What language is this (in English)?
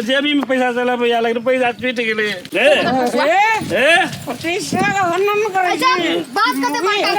Maithili